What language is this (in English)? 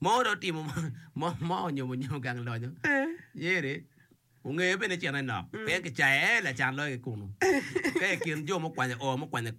Acoli